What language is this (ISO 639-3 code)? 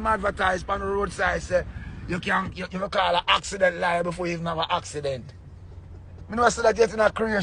jam